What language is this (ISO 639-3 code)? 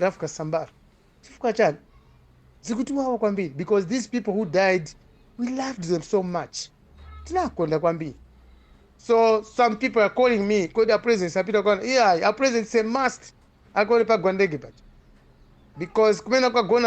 nya